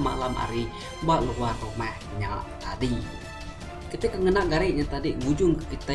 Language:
Iban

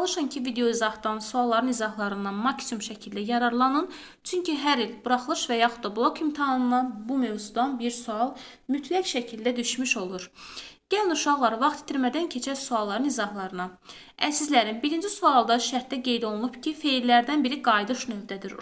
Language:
Azerbaijani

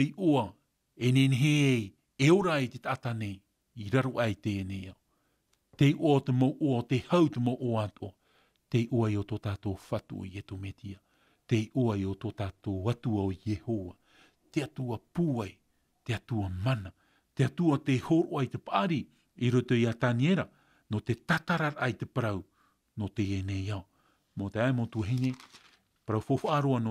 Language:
Tahitian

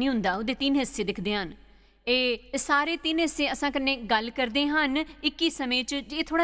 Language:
Dogri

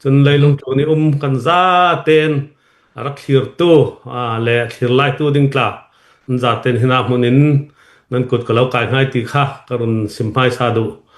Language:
Hakha Chin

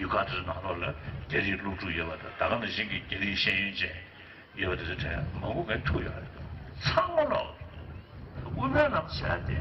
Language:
Tibetan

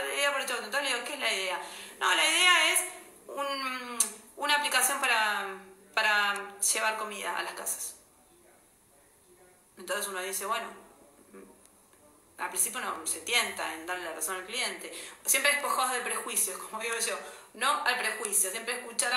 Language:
Spanish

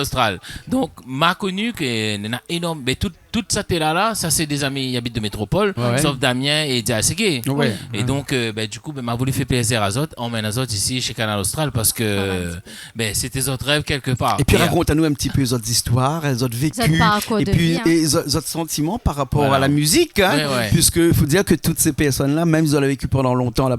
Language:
Réunion Creole French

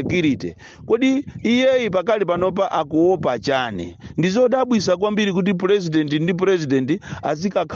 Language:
Nyanja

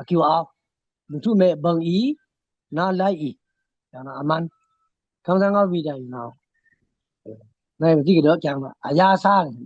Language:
Pa'o Karen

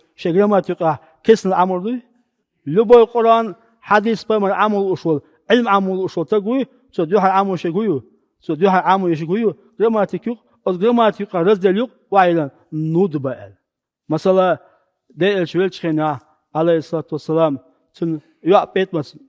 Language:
Chechen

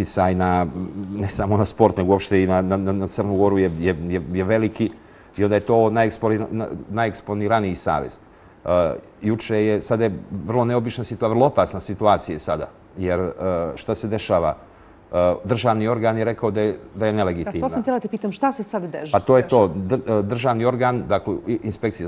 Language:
Serbian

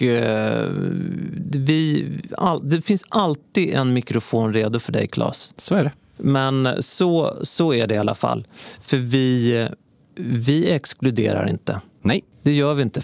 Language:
Swedish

